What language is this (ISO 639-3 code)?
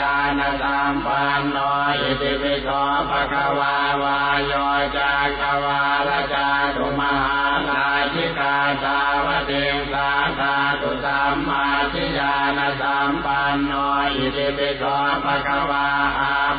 pli